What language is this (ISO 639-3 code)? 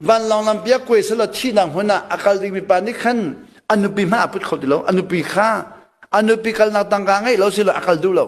cnh